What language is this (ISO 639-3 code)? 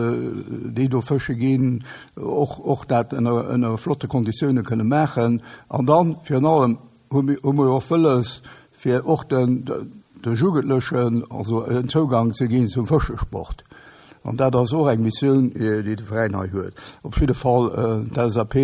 ltz